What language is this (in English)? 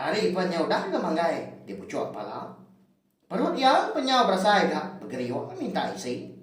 Iban